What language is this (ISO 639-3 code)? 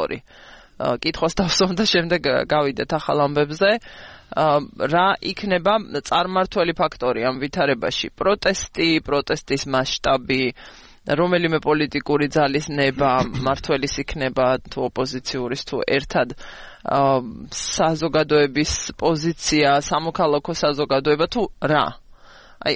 kat